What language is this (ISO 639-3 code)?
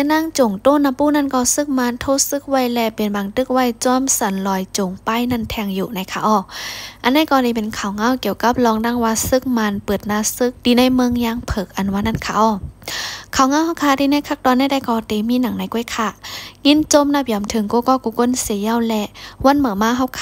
shn